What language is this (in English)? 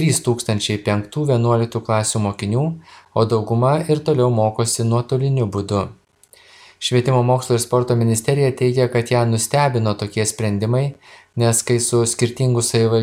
Lithuanian